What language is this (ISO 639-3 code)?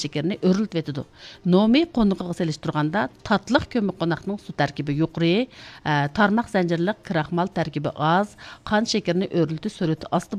uig